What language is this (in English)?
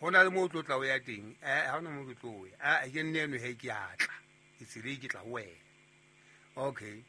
Southern Sotho